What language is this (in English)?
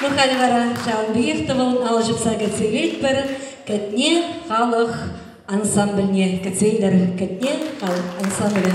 Chuvash